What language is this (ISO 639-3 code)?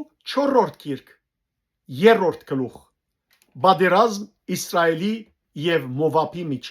hyw